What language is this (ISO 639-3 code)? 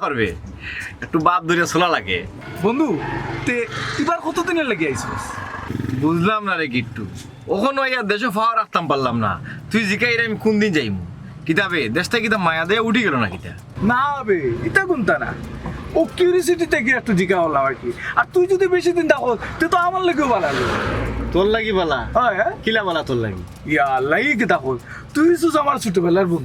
syl